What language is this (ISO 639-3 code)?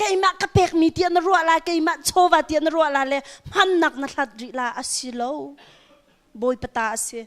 cnh